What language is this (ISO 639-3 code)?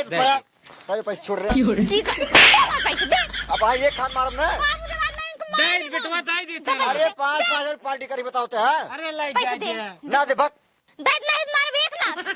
awa